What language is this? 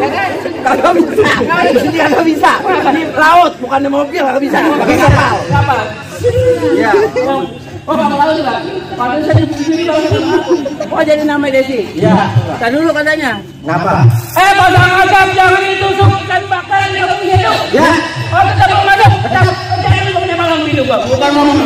Betawi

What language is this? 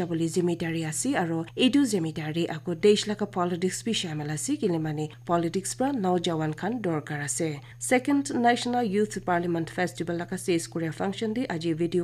Naga Pidgin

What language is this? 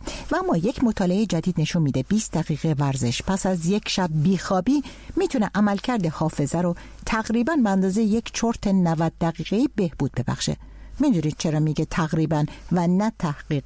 Persian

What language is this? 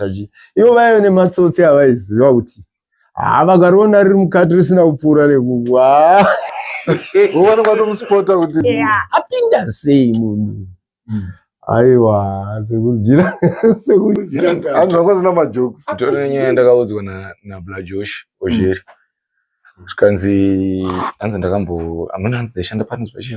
Shona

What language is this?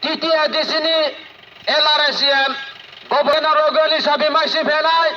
Riang (India)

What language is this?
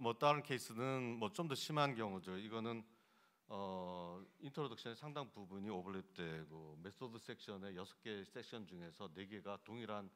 Korean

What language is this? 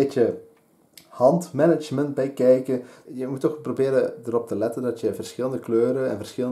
Dutch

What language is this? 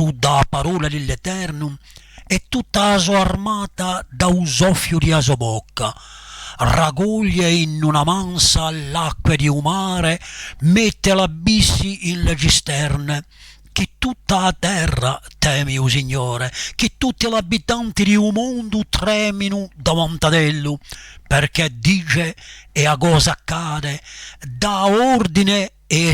Corsican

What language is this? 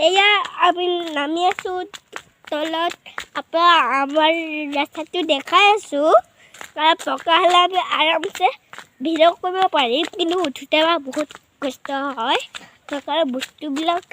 Assamese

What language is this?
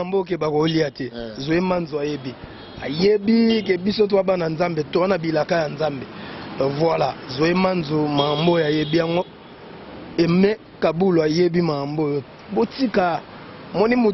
Lingala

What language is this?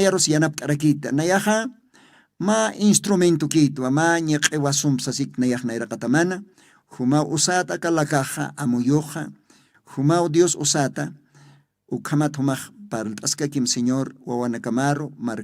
Aymara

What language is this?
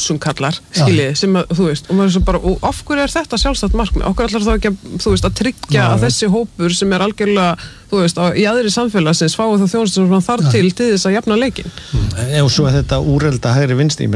Icelandic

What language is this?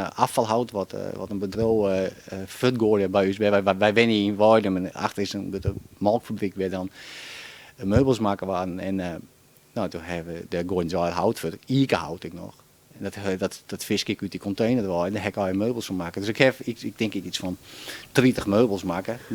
Western Frisian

